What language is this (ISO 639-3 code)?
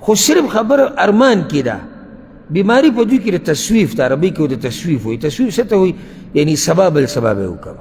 pus